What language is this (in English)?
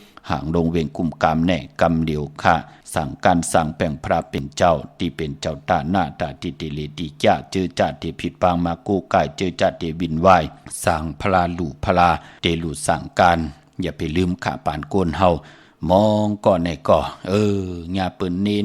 Shan